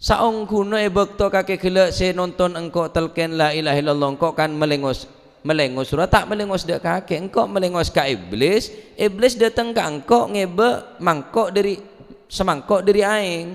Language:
Madurese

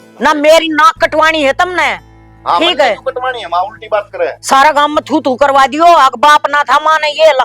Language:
Haryanvi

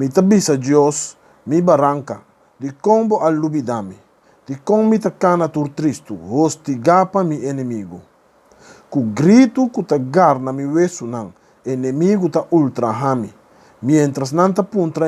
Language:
Papiamento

